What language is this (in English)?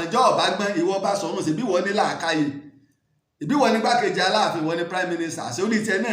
Yoruba